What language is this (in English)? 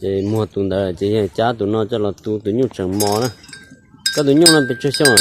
Hmong